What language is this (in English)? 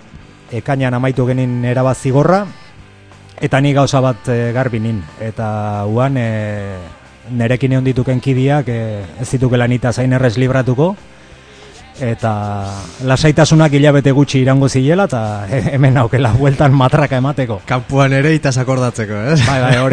Basque